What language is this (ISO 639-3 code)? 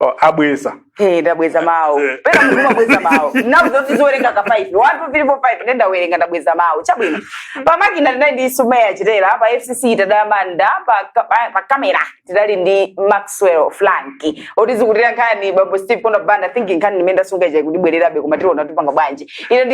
nya